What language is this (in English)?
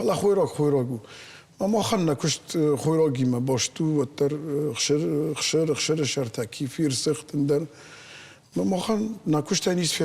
Ossetic